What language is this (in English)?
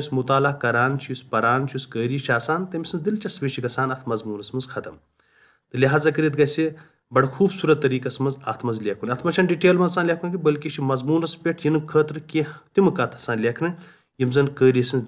Kashmiri